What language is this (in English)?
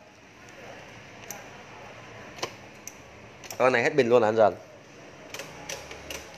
Vietnamese